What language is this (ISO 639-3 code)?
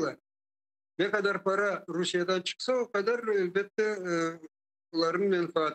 crh